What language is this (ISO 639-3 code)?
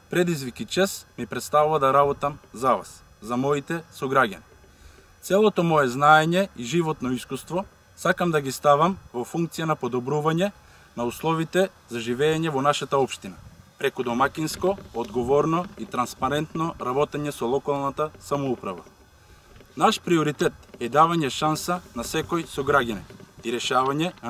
mkd